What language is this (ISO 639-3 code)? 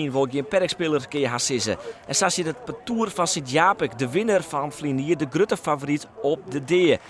fry